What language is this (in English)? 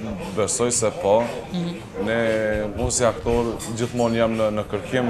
Albanian